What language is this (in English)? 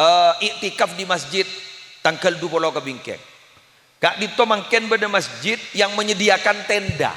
Madurese